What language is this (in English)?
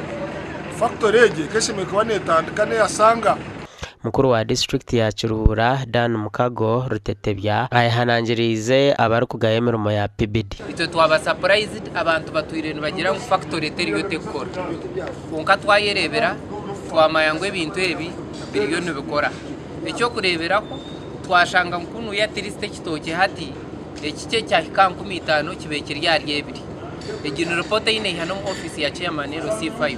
Nyankole